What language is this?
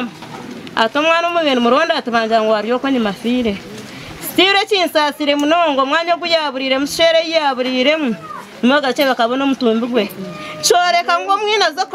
Nyankole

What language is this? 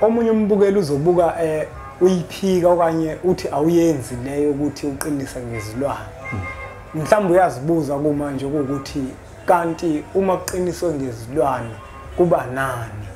Zulu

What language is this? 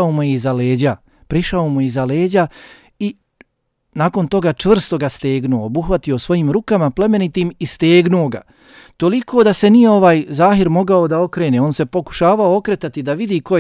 Bosnian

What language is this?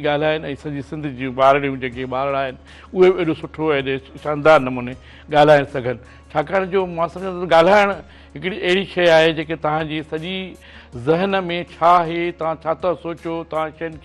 Sindhi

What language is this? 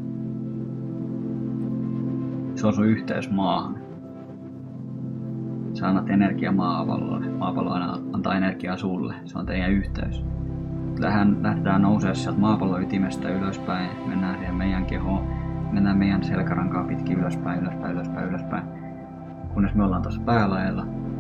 Finnish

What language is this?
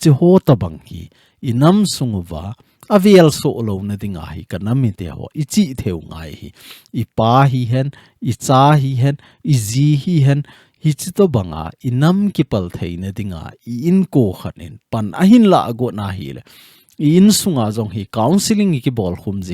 Thado Chin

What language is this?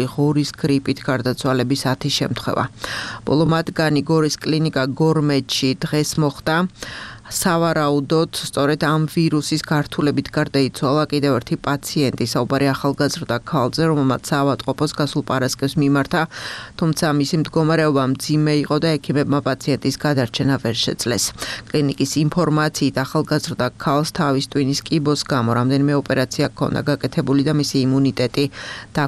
Georgian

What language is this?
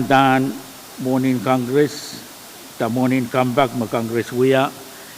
Pohnpeian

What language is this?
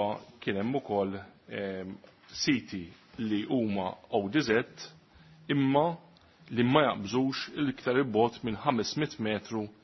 Maltese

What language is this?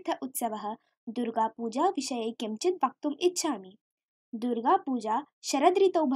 Sanskrit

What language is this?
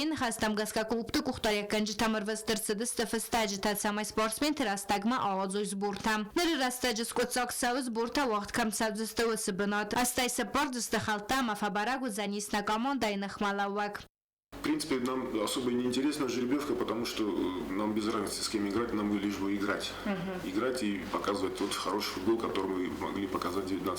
Ossetic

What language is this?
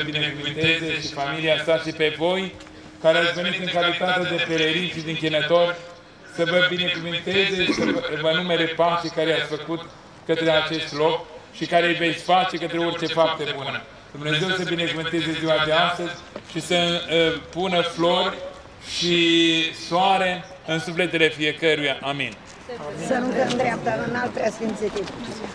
Romanian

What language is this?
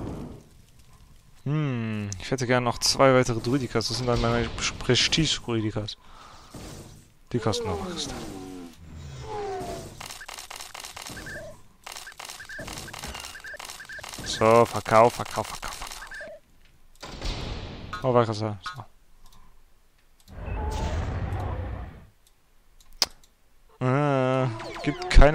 German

